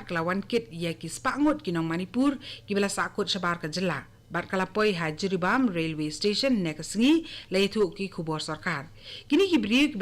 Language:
Khasi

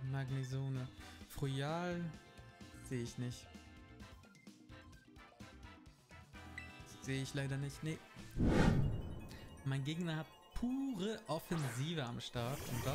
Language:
German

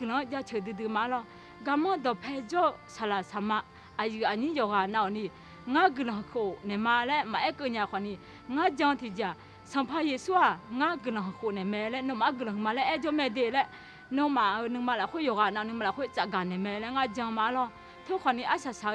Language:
Akha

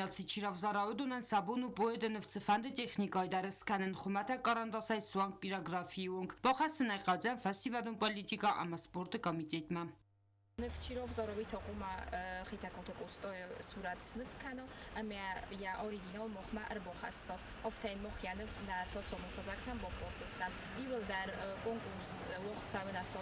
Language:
Ossetic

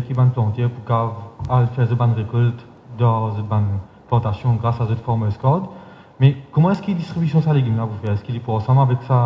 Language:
Morisyen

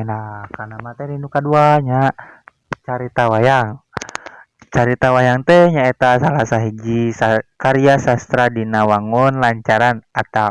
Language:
Sundanese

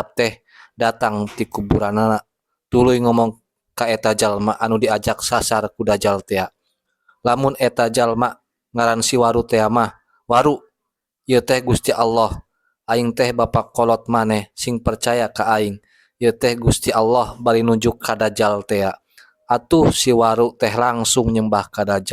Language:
Sundanese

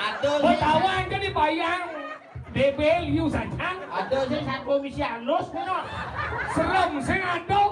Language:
Balinese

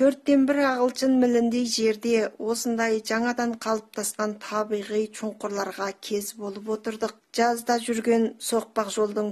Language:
Kazakh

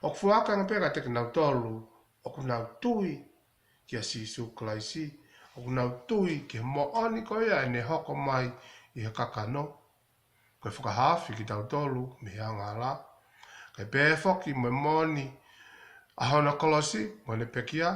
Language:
Tongan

